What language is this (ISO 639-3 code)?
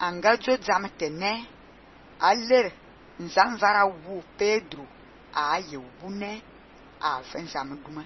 fan